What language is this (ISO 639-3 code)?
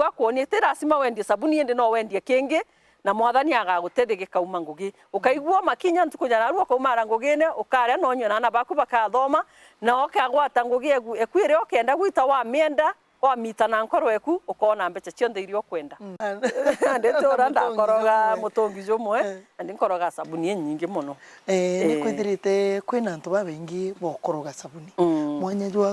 mer